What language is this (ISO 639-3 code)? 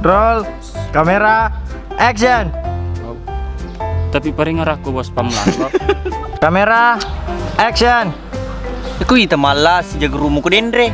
bug